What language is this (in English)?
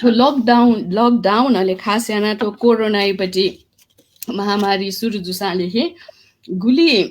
Newari